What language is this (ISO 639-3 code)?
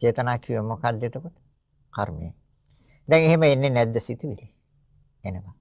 sin